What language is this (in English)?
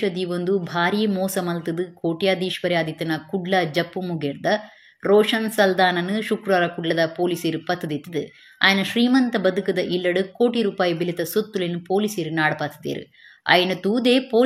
Tulu